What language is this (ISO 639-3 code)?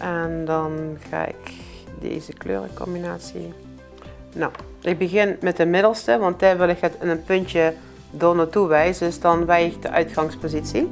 lim